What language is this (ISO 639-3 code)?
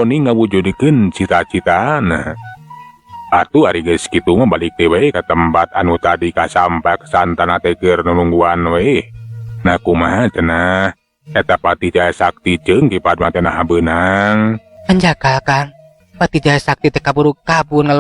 sun